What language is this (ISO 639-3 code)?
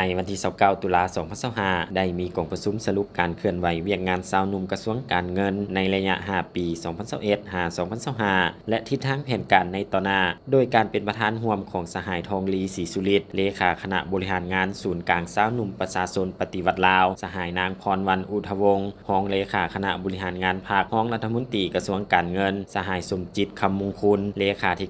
lao